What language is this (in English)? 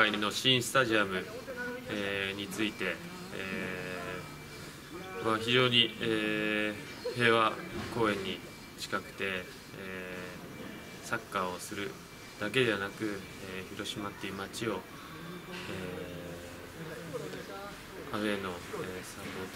Japanese